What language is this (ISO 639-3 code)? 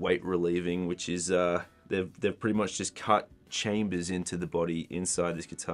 eng